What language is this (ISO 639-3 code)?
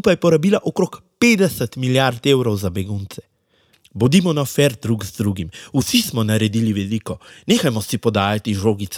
slv